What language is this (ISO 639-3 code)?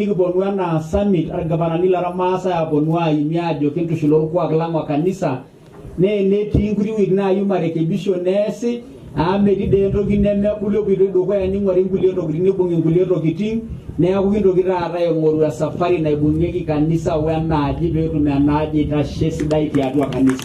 mas